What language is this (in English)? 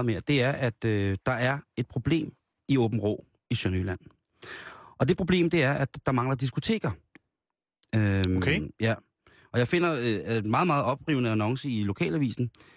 Danish